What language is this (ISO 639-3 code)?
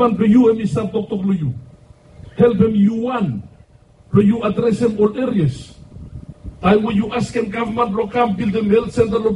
bis